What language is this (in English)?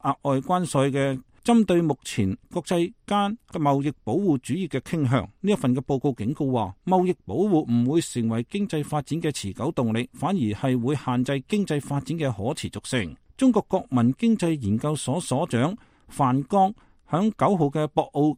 Cantonese